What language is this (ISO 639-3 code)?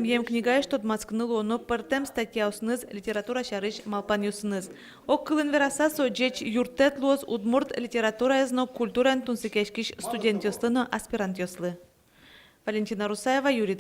udm